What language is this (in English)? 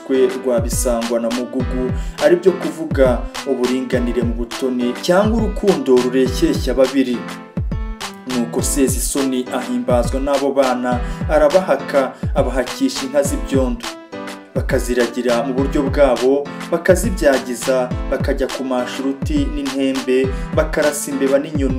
Kinyarwanda